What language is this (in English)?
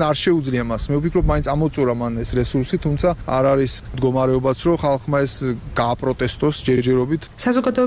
Georgian